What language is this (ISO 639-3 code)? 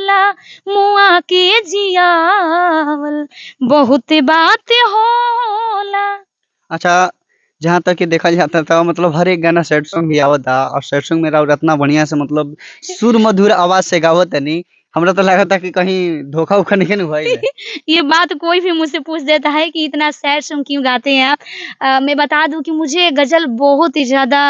bho